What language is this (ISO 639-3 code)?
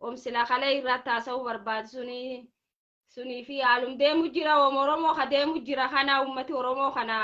orm